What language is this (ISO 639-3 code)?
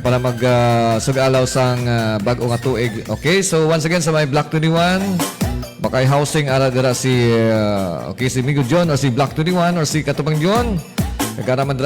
hil